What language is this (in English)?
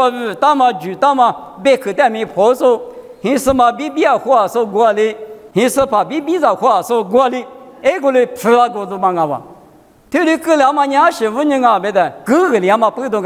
Lisu